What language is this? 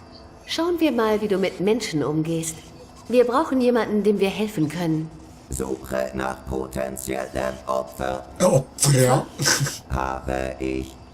Swiss German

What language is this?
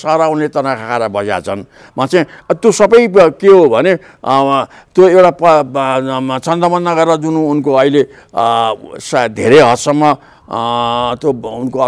Nepali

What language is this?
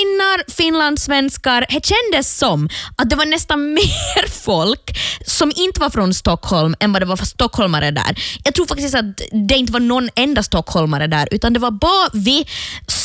Swedish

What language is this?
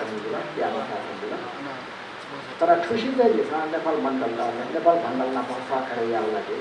Newari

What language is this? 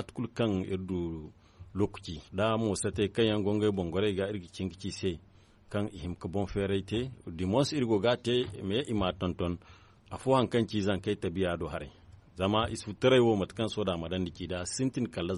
Zarma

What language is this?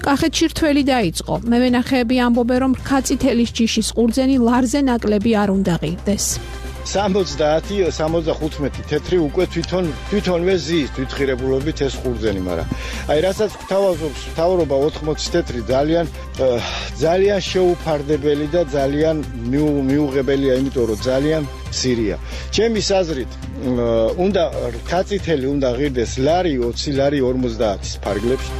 Georgian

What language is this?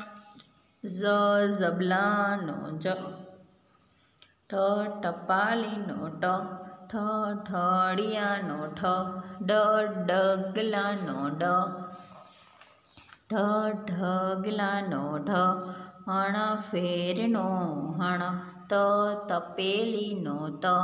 Gujarati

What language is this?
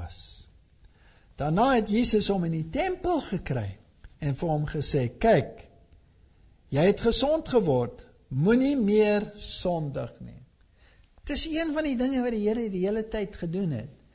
Afrikaans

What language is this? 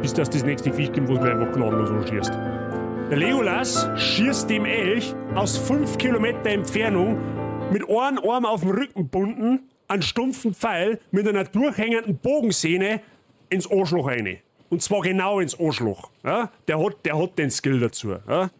Bavarian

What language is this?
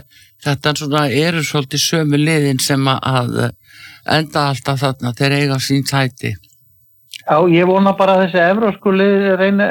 Icelandic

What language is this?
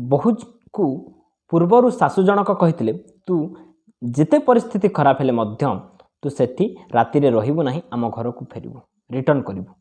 Odia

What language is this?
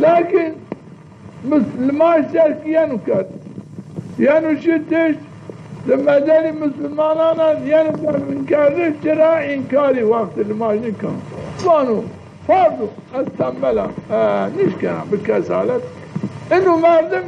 Zaza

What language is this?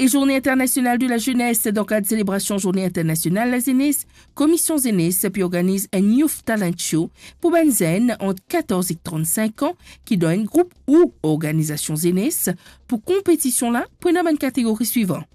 Morisyen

